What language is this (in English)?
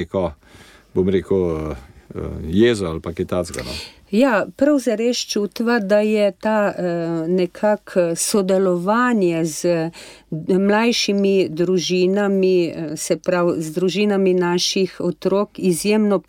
Slovenian